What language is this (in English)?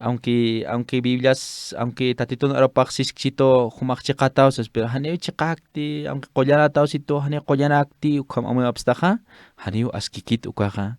Aymara